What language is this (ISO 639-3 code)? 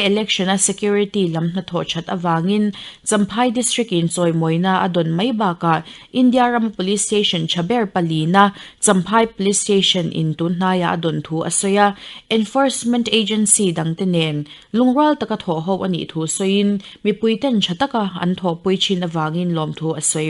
lus